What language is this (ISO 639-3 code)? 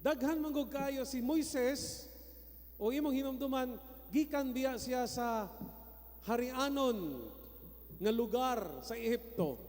ceb